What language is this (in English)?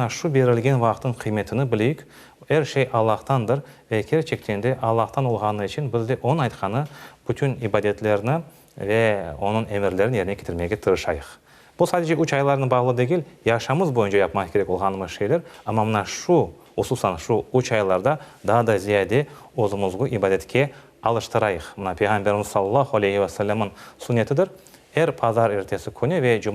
Crimean Tatar